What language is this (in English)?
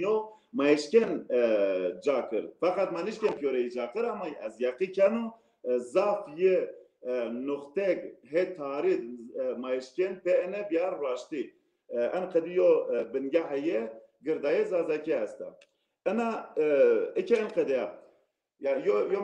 Zaza